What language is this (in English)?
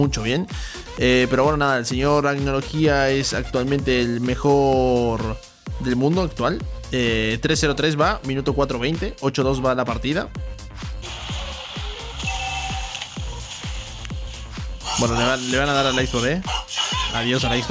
Spanish